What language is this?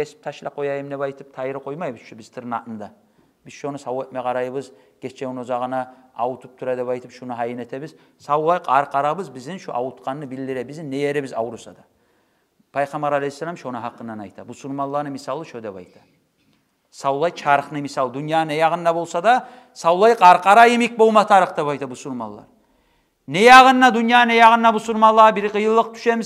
Kumyk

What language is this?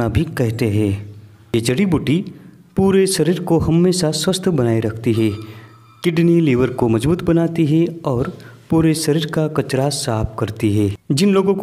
Hindi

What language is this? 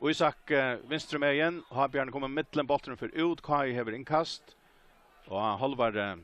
Faroese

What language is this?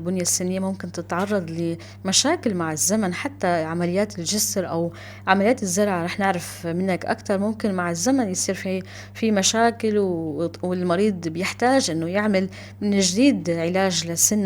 North Levantine Arabic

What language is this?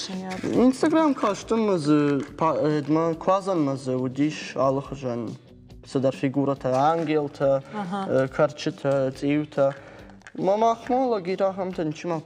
Ossetic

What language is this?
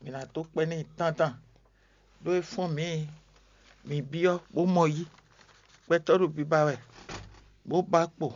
Fon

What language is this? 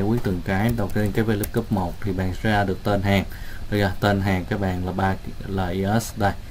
Vietnamese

